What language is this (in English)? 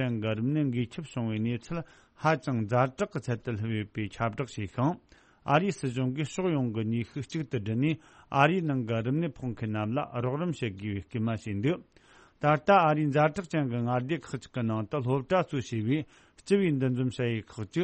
Tibetan